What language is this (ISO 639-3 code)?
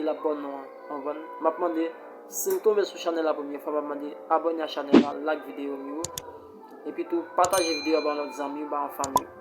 hat